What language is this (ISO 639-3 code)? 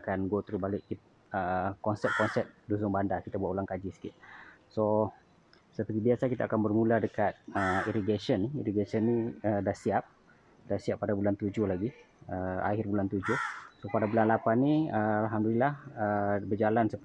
msa